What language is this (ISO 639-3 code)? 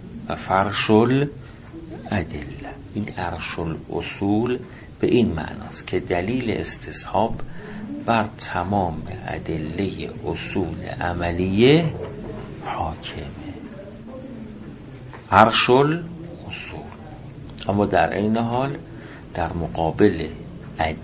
fas